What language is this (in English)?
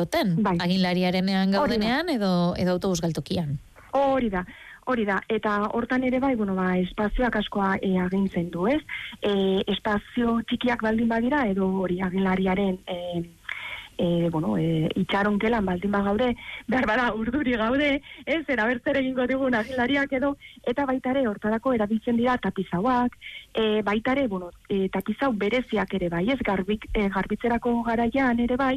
Basque